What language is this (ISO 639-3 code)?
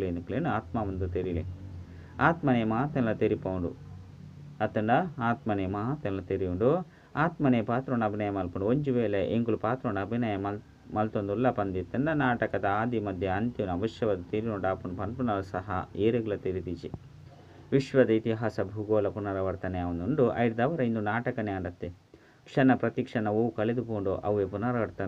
tcy